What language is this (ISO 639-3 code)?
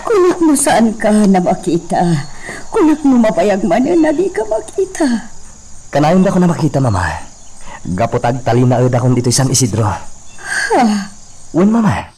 ilo